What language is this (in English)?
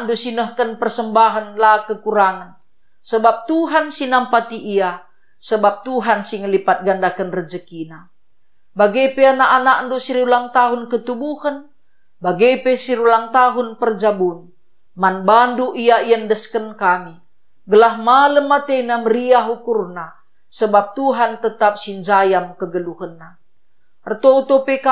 Batak Karo